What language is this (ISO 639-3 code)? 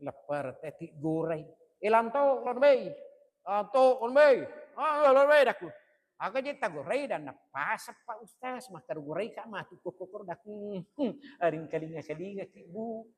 bug